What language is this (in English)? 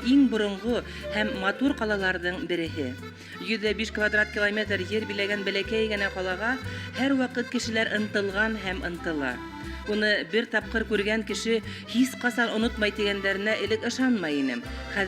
Bashkir